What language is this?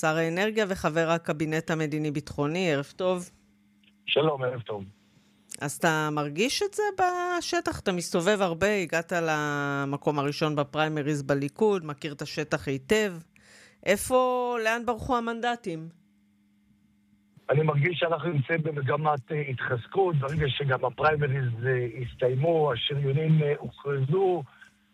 Hebrew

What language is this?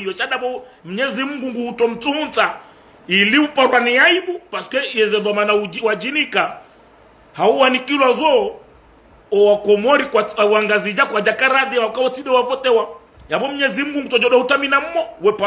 Ngazidja Comorian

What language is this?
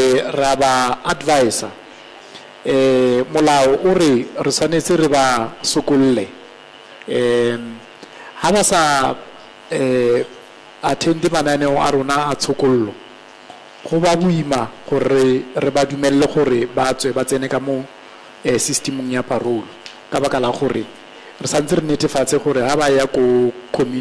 Tswana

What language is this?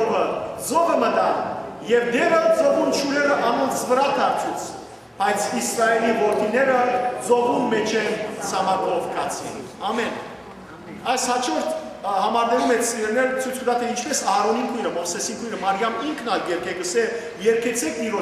Western Armenian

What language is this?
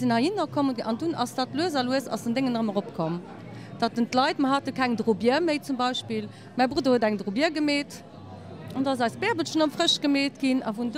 Luxembourgish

